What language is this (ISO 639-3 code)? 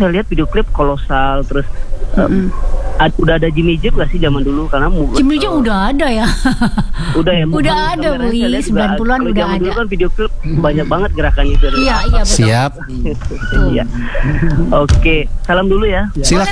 ind